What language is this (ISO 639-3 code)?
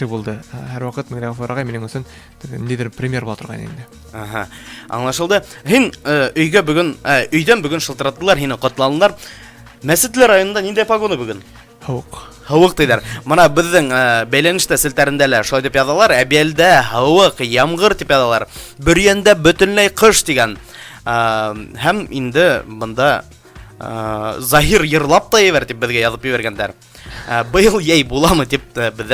bak